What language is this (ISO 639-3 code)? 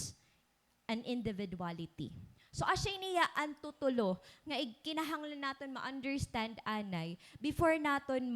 war